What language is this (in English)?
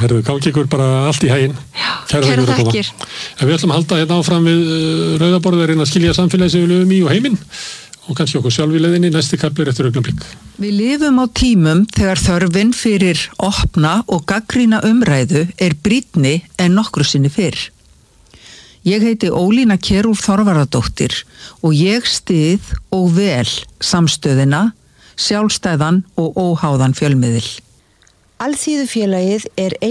Icelandic